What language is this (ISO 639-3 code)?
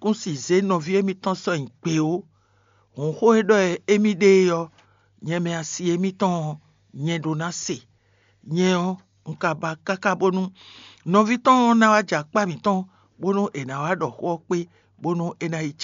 fon